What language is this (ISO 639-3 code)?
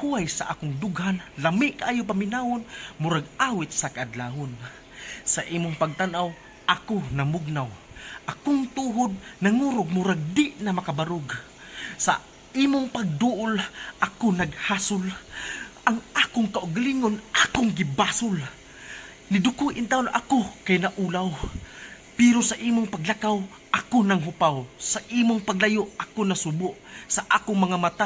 ceb